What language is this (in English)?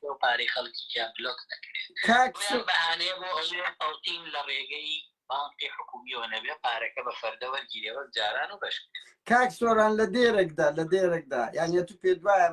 Central Kurdish